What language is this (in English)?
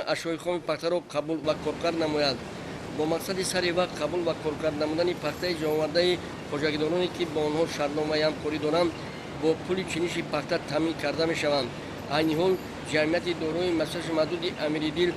Tajik